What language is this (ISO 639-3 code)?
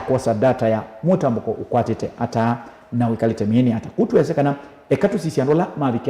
kam